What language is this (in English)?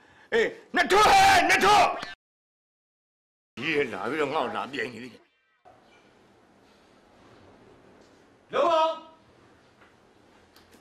Burmese